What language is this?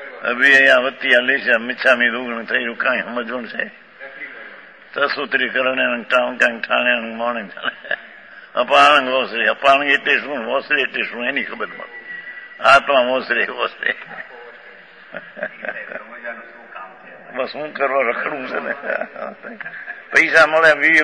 Gujarati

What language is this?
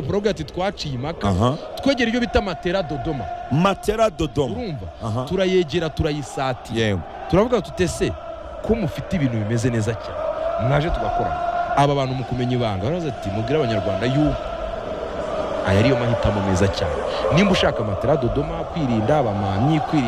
Kinyarwanda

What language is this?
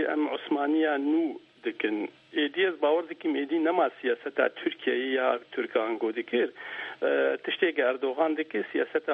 Kurdish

